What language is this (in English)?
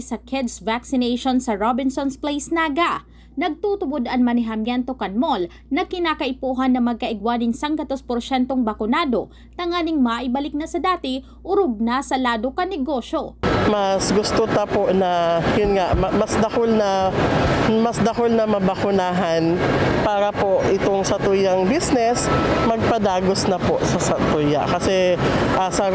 Bikol